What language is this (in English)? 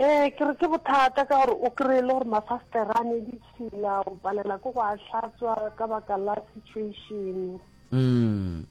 Northern Sotho